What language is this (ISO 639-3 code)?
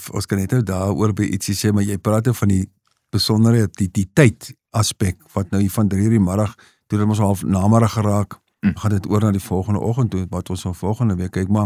afr